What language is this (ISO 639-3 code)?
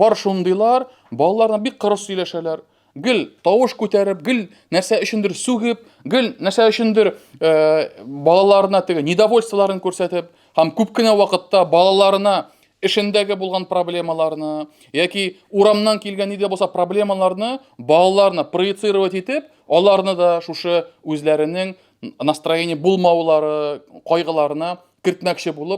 tat